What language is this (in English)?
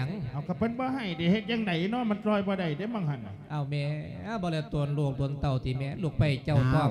Lao